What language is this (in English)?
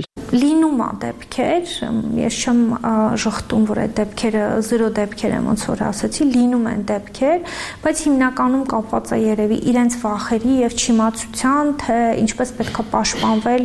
Armenian